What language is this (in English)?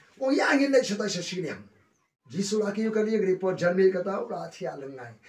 Khasi